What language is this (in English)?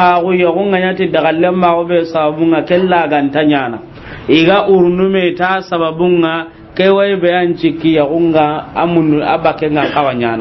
Soninke